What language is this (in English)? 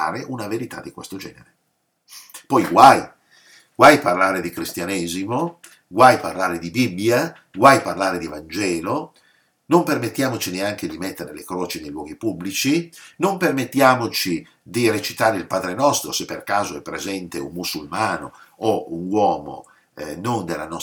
Italian